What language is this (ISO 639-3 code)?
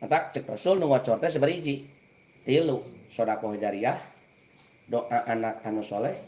sun